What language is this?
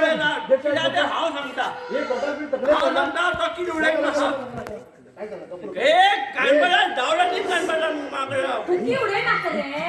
Konkani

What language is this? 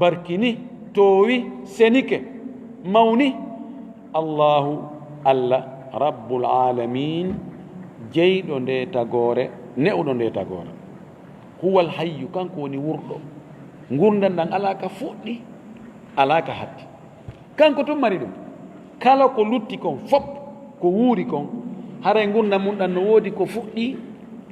Fula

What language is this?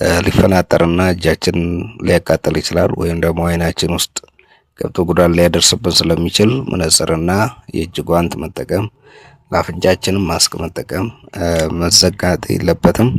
Amharic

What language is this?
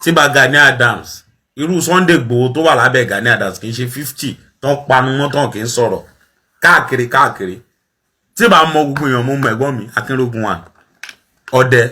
Yoruba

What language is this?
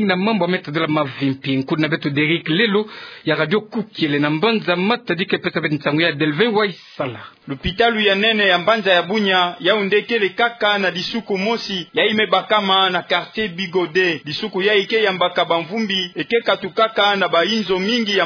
Kituba (Democratic Republic of Congo)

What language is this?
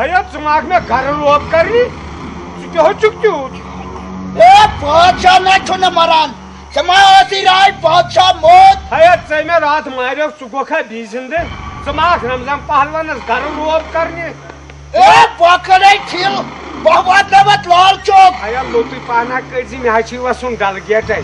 Kashmiri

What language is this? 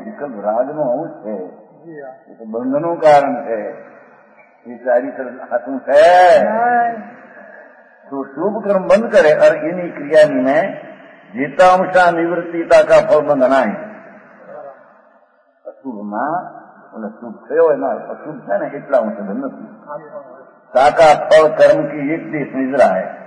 Gujarati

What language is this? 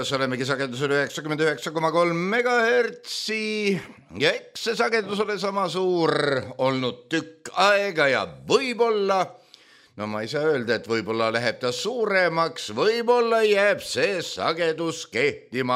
Estonian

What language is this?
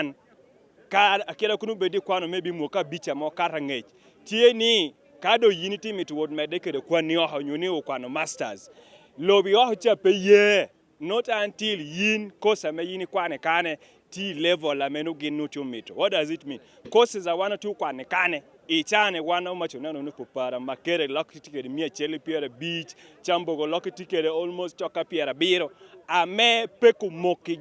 Acoli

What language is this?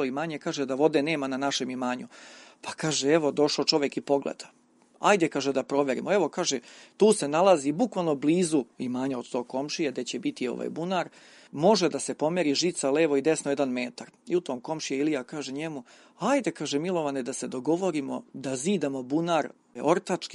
Serbian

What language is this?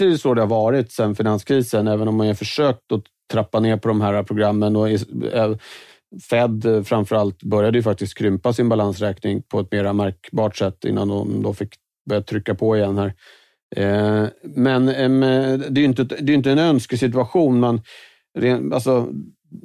Swedish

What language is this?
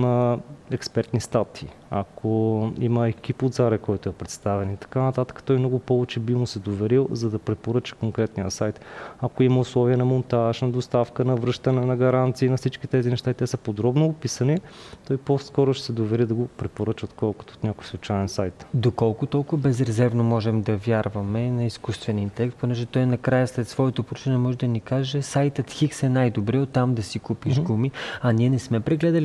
Bulgarian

